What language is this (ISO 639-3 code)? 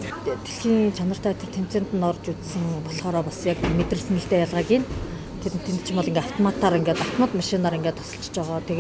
mon